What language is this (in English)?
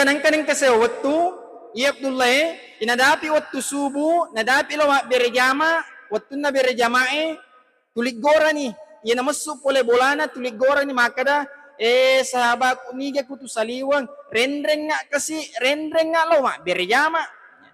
Buginese